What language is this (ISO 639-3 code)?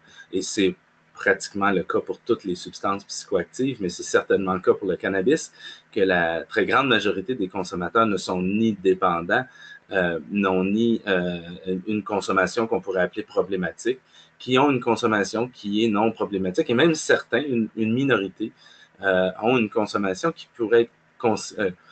fra